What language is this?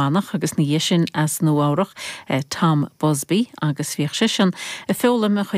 Irish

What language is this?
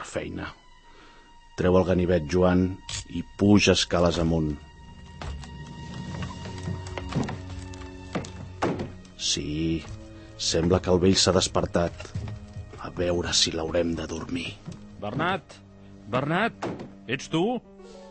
Catalan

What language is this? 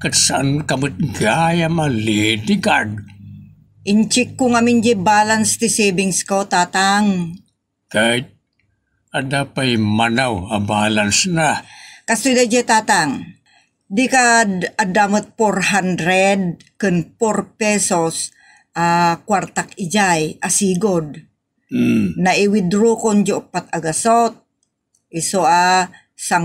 Iloko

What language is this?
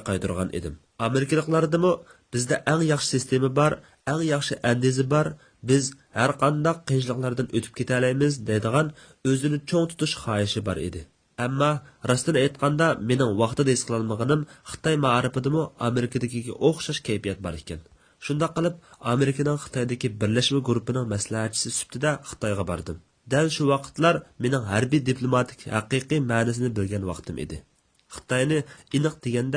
Uyghur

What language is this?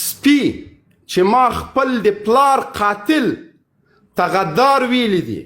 Pashto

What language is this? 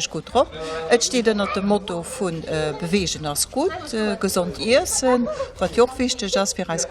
Luxembourgish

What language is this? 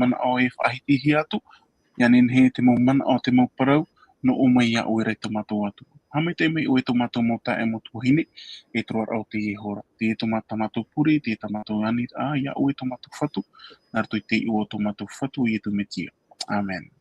Tahitian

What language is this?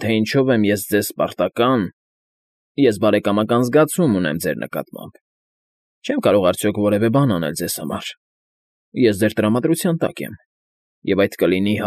Armenian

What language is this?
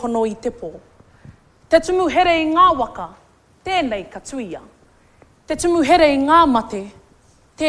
Māori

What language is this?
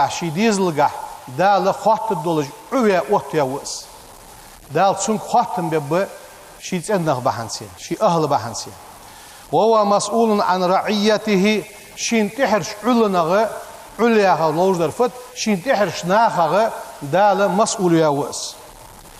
Ingush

